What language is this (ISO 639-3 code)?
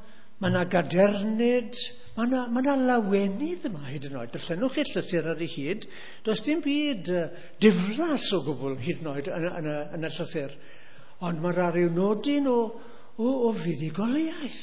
cym